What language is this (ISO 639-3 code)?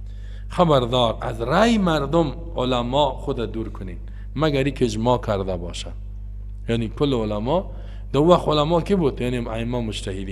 fas